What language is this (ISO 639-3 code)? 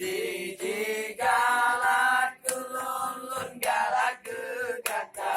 ace